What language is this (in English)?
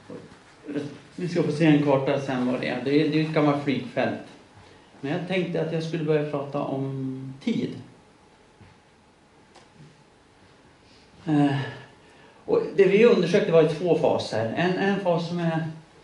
Swedish